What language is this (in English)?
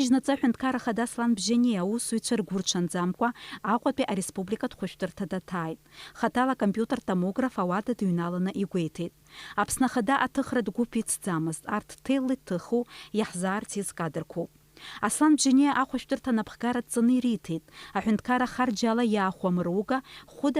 Abkhazian